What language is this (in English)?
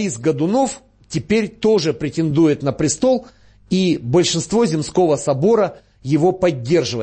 Russian